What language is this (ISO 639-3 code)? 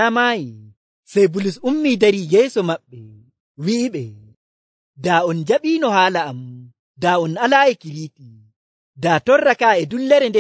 fuv